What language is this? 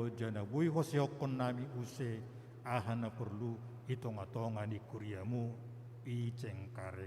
Batak Simalungun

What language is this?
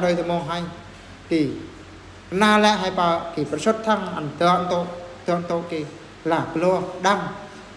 Eastern Bru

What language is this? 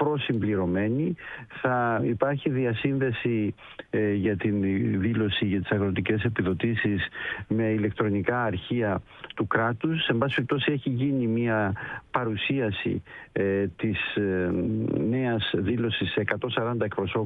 Greek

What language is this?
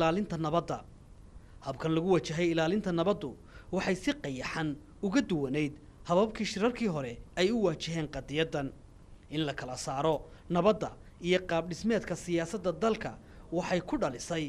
Somali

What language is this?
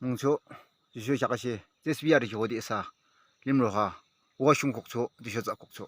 Yimchungru Naga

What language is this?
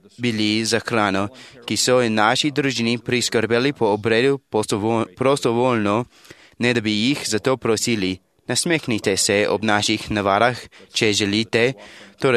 Slovenian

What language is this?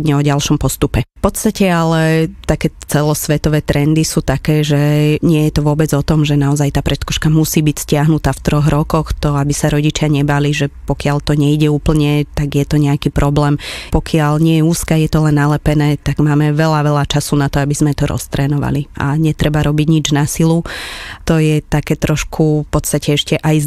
Slovak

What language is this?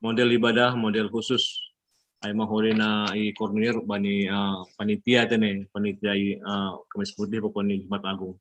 Batak Simalungun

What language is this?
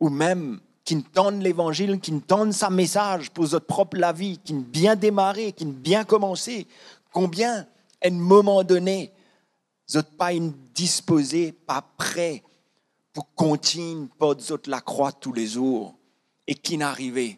Morisyen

